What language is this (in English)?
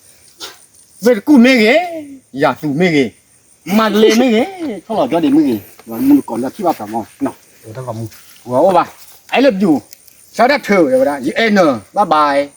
S'gaw Karen